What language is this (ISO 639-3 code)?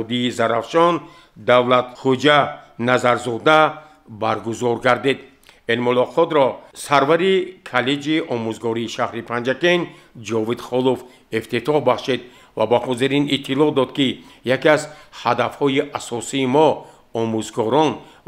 tgk